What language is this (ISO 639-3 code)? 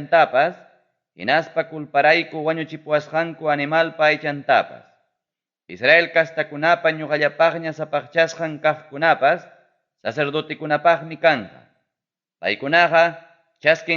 quy